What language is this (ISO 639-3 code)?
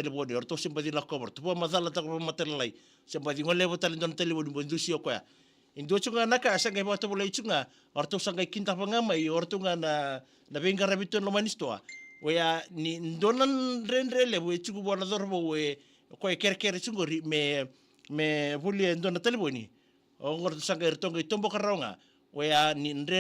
fij